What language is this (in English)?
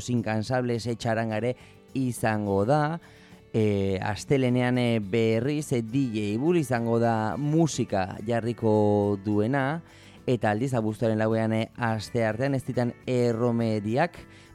Basque